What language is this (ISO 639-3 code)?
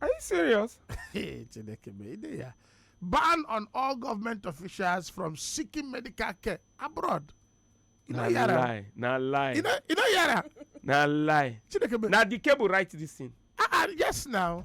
pcm